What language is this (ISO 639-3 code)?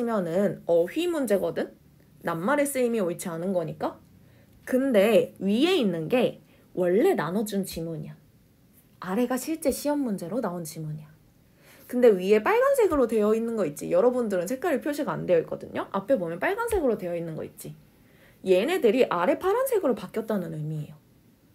kor